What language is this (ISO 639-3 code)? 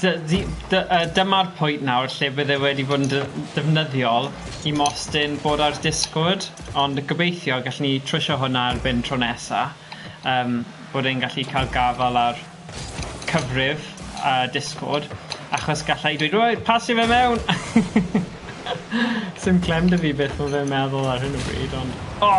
cym